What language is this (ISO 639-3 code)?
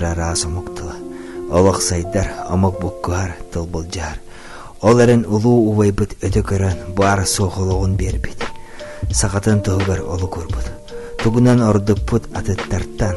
sah